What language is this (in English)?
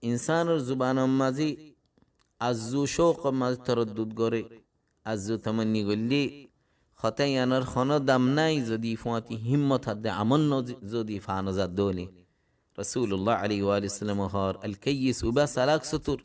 Rohingya